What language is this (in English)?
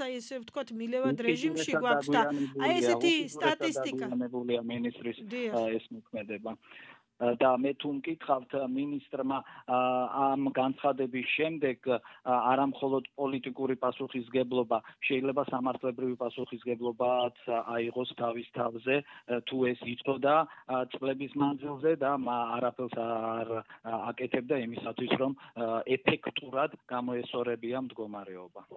Georgian